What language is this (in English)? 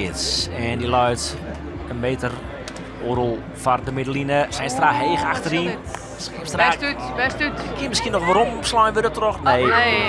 Western Frisian